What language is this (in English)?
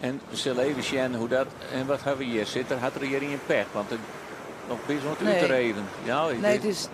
Western Frisian